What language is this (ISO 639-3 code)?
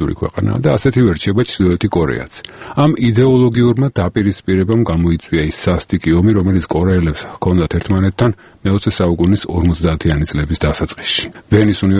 kat